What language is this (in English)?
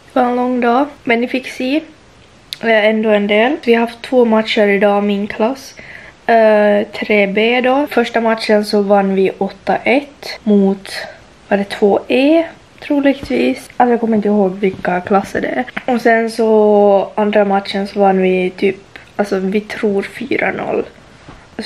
Swedish